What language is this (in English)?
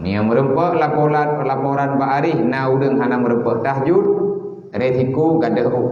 Achinese